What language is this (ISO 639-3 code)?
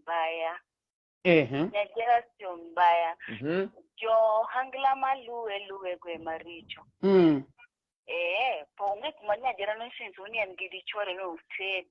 luo